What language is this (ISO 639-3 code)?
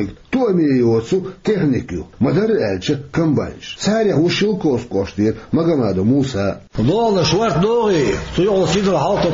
che